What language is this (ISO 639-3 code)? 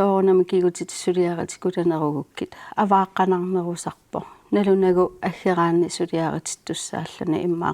kal